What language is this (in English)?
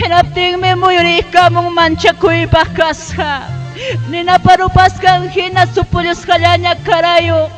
Ayacucho Quechua